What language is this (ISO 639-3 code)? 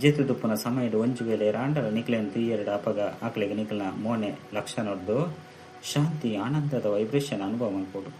tcy